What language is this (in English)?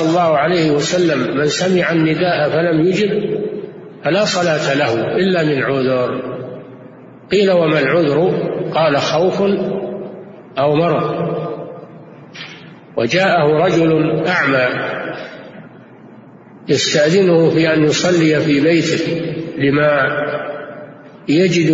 Arabic